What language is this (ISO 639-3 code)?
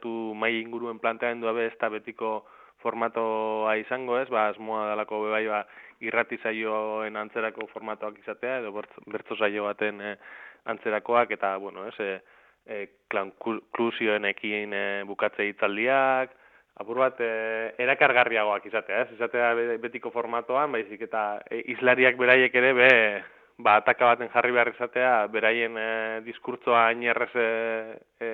eus